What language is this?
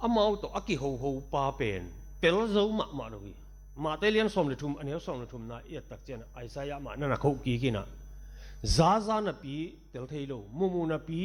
Tedim Chin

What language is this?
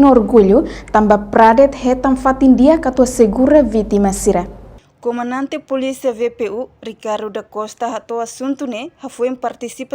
Tetum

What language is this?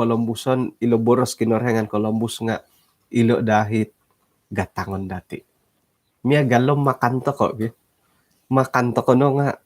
Central Dusun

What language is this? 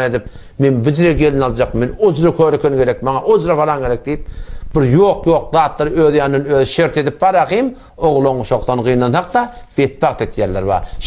Turkmen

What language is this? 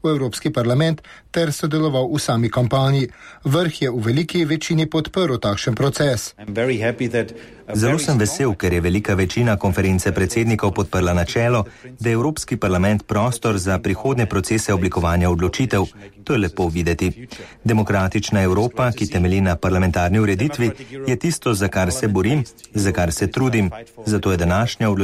Slovenian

